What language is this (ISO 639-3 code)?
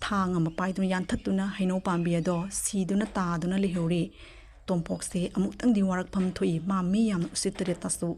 mni